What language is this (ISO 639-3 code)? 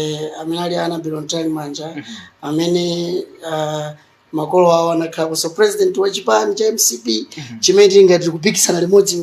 nya